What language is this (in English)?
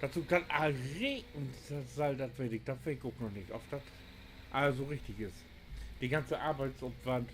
Low German